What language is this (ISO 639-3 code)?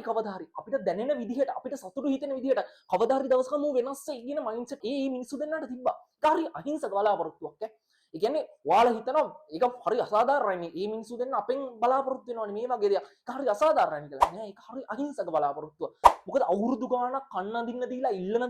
sin